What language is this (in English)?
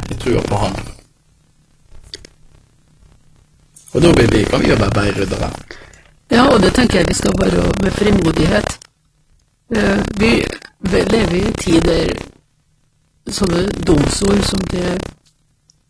Norwegian